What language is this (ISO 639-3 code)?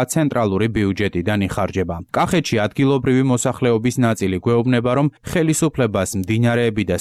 kat